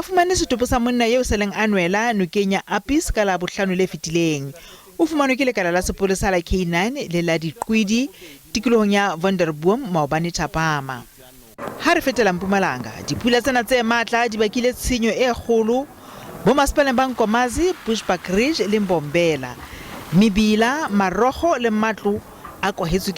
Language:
Southern Sotho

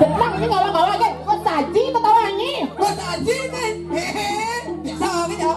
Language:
Balinese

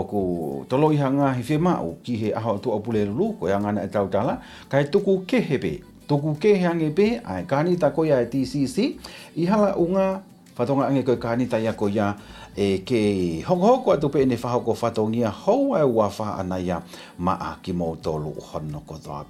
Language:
Tongan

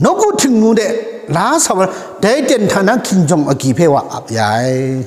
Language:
Kachin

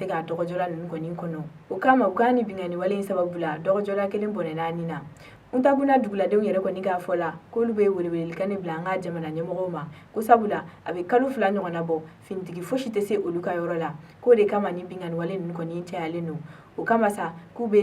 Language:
Bambara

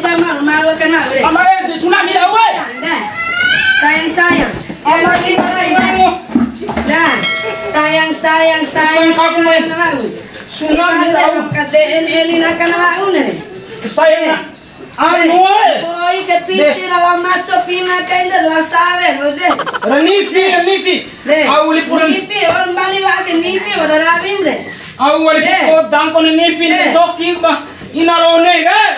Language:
Bima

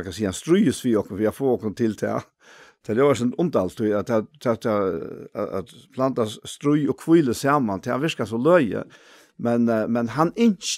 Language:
Faroese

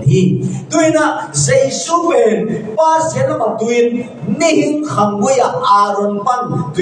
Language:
Tedim Chin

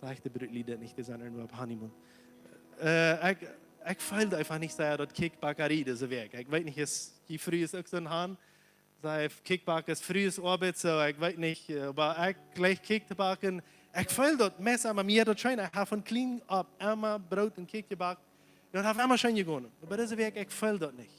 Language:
Plautdietsch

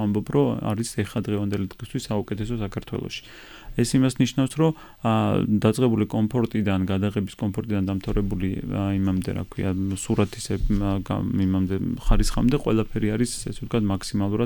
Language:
Georgian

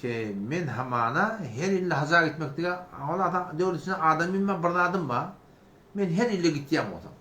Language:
Turkmen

